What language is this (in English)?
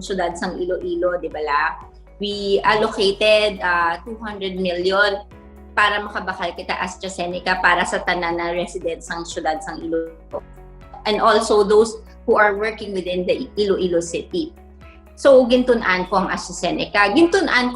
Hiligaynon